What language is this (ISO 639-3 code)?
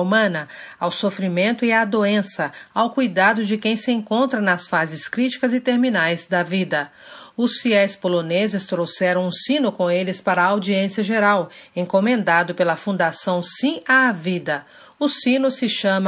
por